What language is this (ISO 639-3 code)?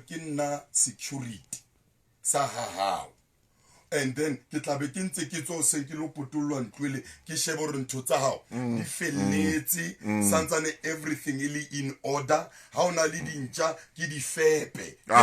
sot